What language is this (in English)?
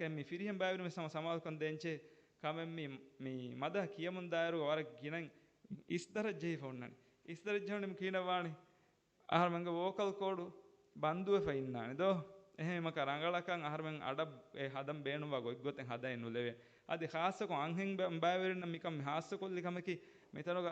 Divehi